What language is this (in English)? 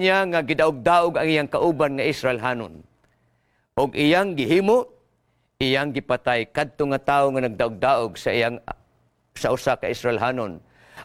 Cebuano